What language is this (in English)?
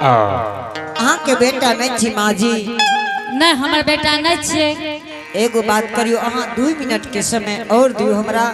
Angika